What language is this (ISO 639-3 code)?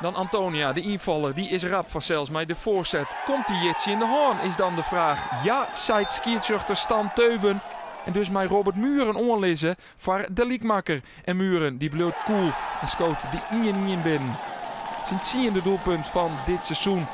fry